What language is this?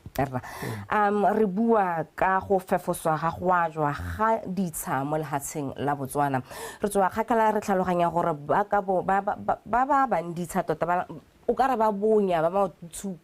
Tswana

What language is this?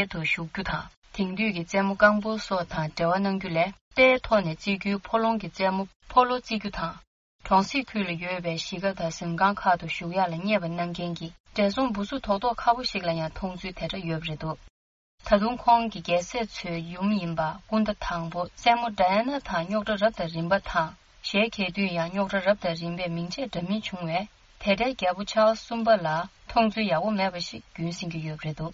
Tibetan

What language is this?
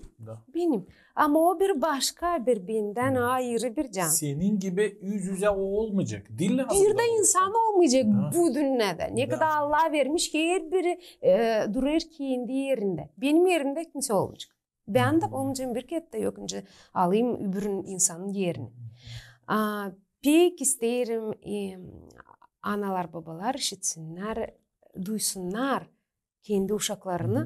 Gagauz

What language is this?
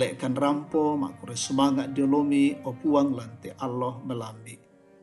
Toraja-Sa'dan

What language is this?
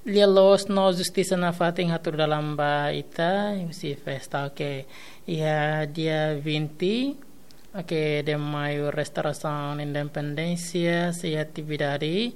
Tetum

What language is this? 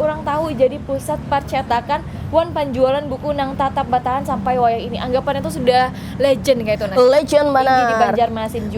Banjar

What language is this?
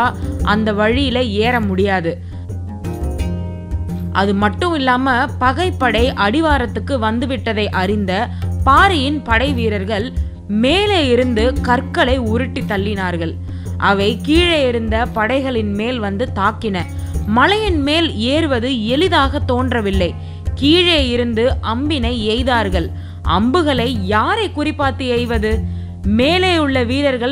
Tamil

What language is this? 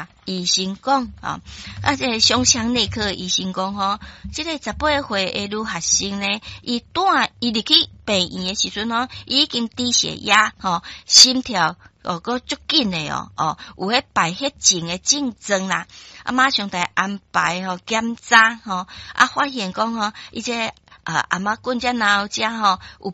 Min Nan Chinese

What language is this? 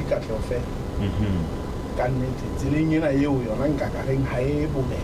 Southern Sotho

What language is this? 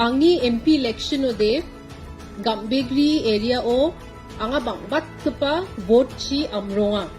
Garo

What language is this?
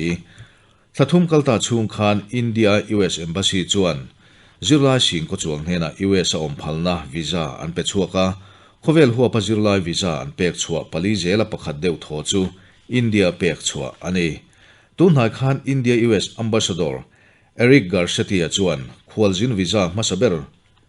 Mizo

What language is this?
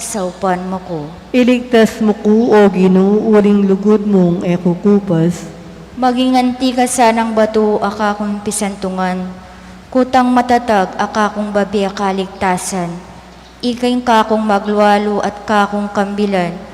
Pampanga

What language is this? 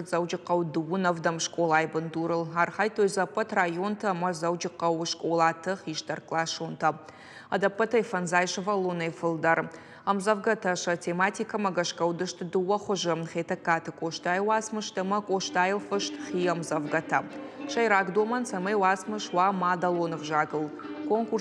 Ossetic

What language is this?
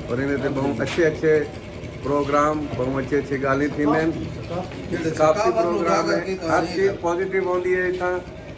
Saraiki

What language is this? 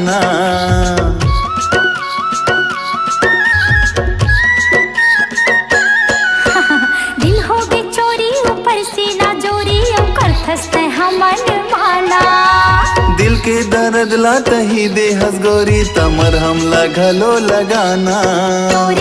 Chhattisgarhi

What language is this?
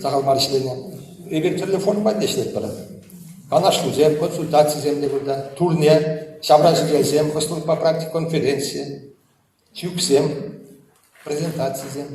Chuvash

